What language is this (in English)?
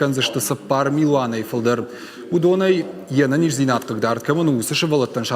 Ossetic